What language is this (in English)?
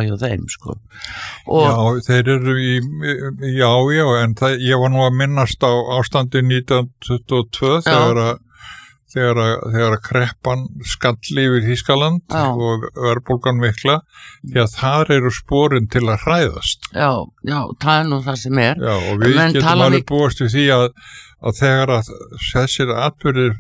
Icelandic